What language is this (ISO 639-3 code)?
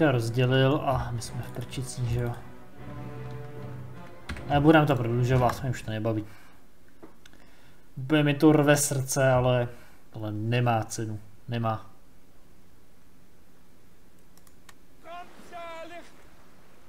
ces